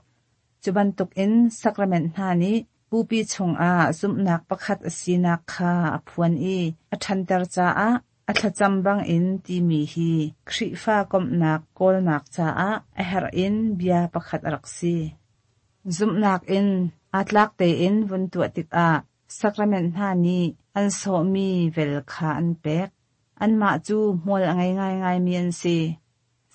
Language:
Hakha Chin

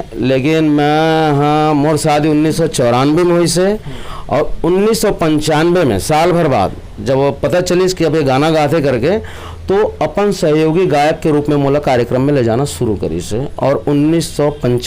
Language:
Chhattisgarhi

